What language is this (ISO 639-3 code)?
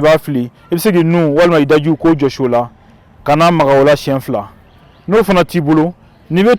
bam